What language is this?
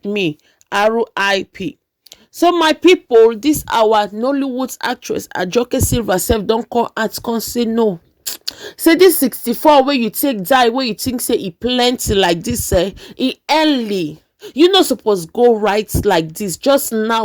Nigerian Pidgin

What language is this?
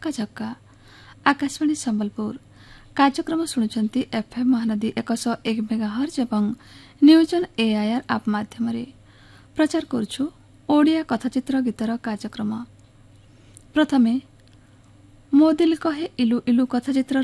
Odia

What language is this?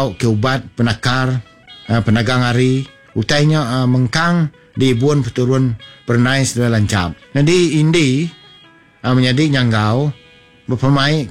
Iban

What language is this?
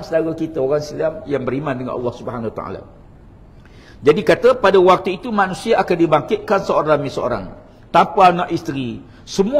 Malay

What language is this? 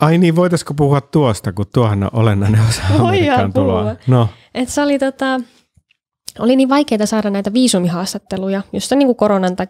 Finnish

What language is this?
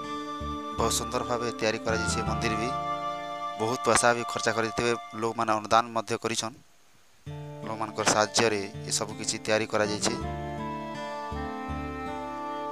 Odia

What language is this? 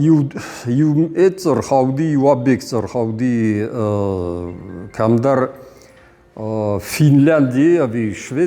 Ossetic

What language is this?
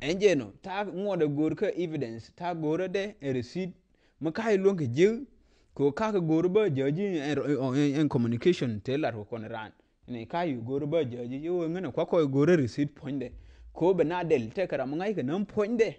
Nuer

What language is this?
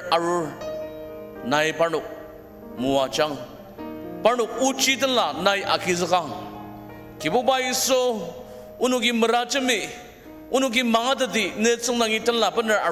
Ao Naga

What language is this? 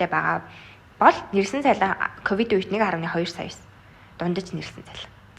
Mongolian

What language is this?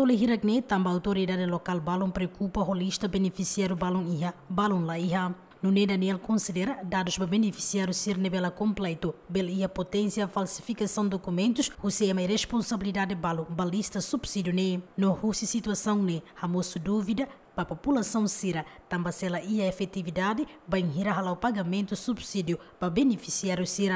Tetum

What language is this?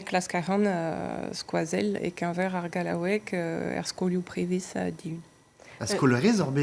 Breton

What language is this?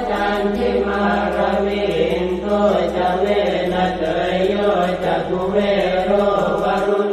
Pali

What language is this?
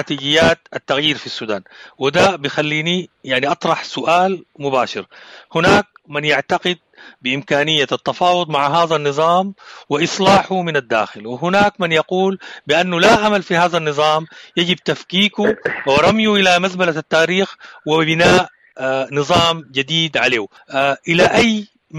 Sudanese Arabic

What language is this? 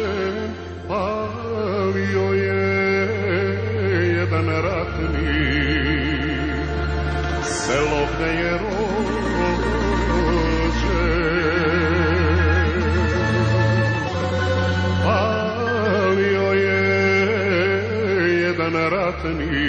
Serbian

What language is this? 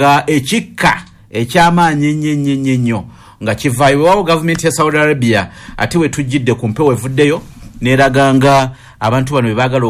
Ganda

